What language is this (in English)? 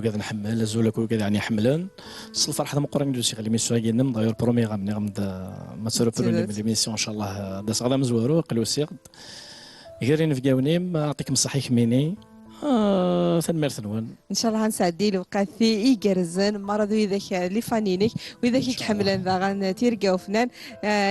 Kabyle